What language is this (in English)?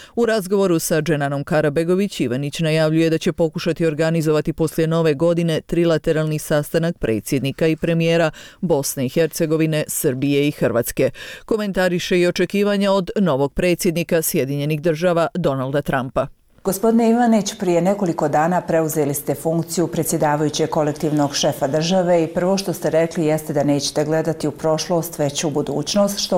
Bosnian